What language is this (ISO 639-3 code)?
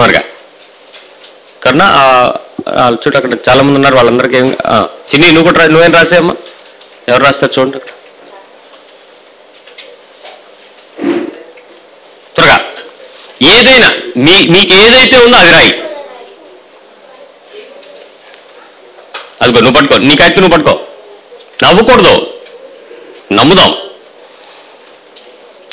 tel